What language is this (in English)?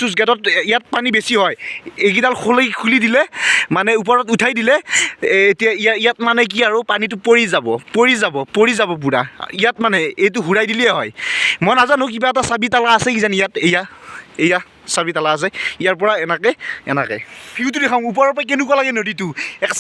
Assamese